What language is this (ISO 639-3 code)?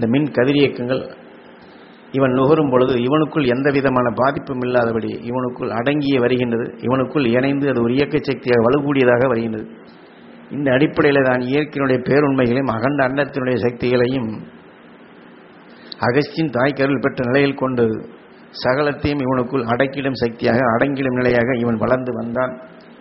tam